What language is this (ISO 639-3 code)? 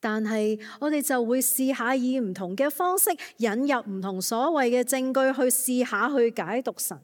yue